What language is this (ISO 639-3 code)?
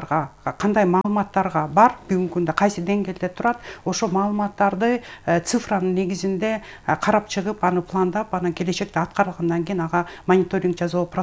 kir